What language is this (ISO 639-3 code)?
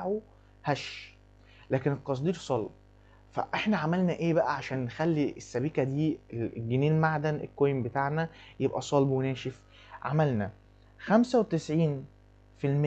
arz